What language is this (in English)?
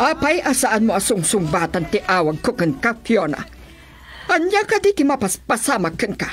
Iloko